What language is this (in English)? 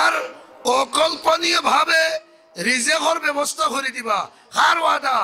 Sylheti